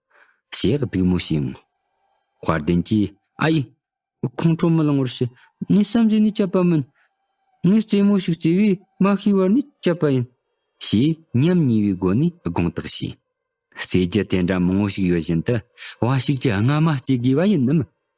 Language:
Tibetan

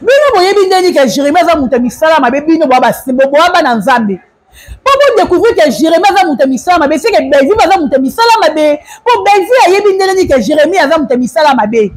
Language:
Lingala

